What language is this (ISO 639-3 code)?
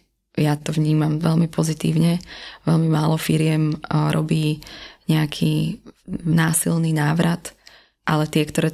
slk